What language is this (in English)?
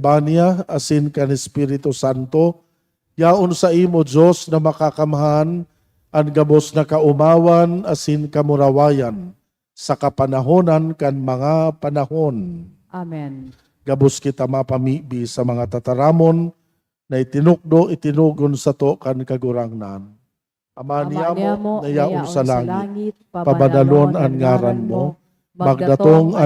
Bikol